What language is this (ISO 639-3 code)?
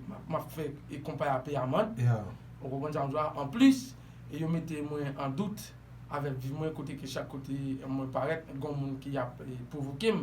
hat